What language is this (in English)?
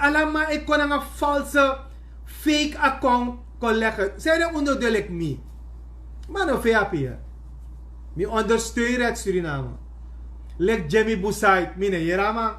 Sranan Tongo